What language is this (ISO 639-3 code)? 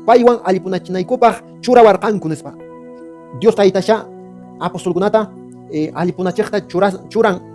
que